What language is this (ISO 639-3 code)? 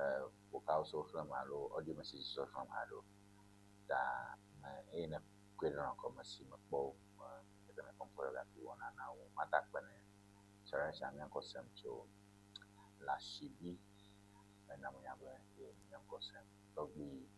ewe